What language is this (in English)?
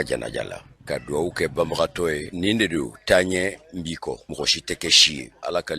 Bambara